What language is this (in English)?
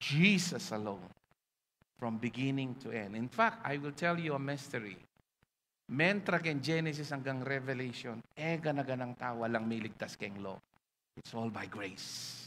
Pampanga